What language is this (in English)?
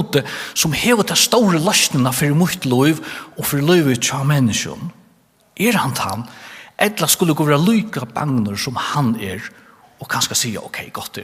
Faroese